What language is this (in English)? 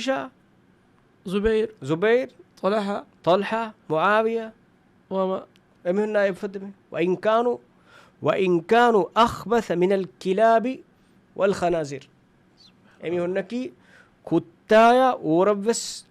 Divehi